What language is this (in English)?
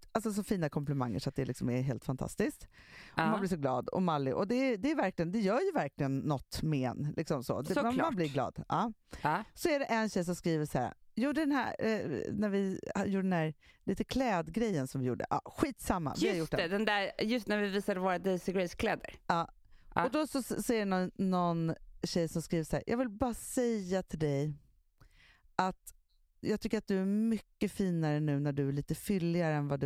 Swedish